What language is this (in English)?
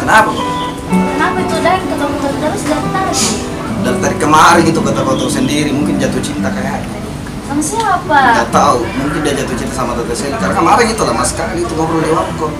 Makassar Malay